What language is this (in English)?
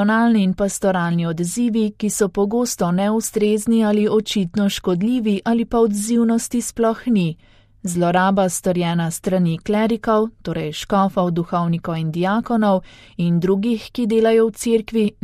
Slovenian